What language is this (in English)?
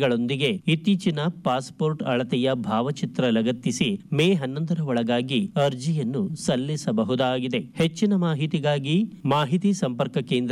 Kannada